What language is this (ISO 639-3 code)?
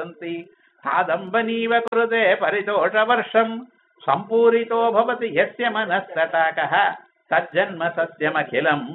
tam